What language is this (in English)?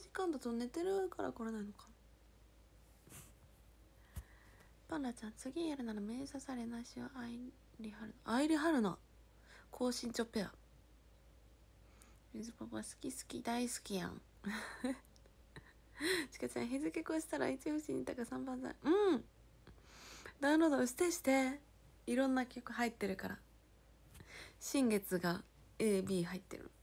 Japanese